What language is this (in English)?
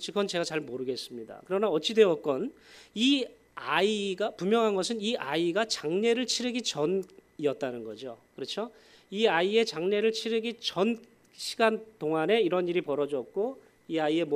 Korean